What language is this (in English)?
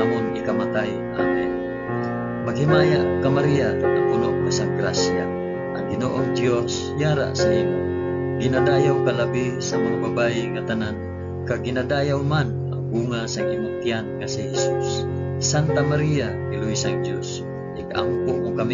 Hiligaynon